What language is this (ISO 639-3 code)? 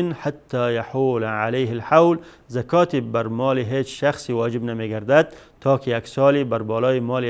fas